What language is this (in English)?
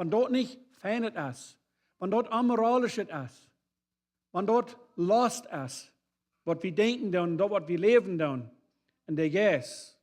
Plautdietsch